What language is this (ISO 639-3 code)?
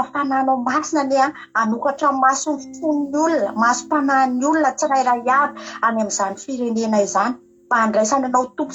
mlg